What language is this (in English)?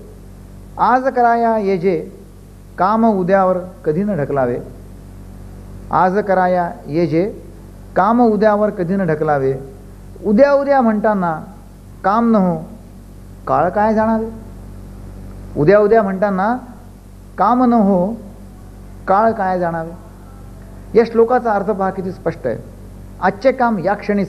Marathi